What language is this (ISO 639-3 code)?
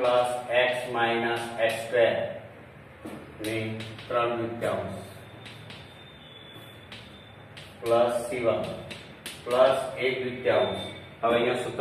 guj